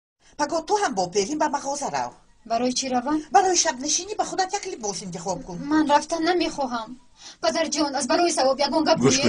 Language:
Tajik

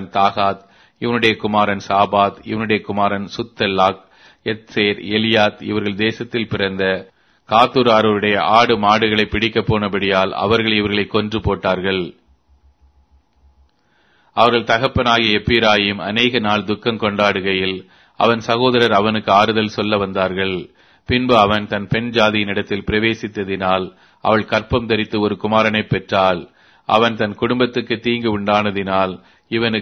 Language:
Tamil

